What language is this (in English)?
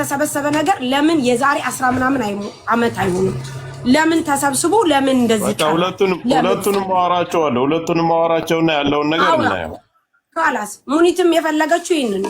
Amharic